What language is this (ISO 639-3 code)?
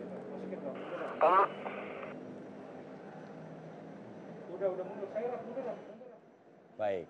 ind